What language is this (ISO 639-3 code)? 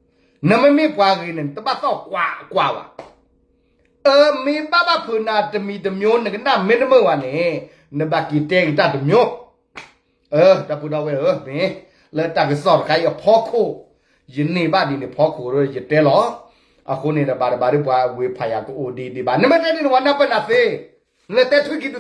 ksw